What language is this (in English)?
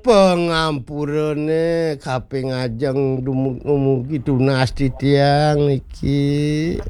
Balinese